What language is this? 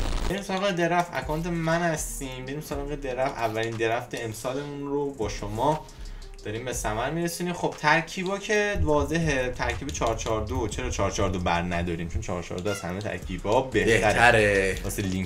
Persian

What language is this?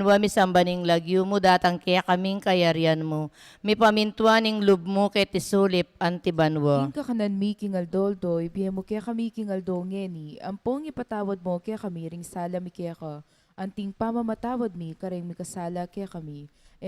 Pampanga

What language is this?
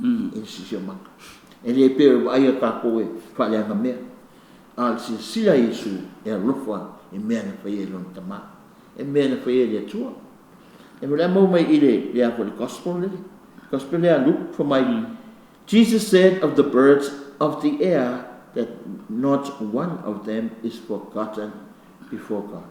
Samoan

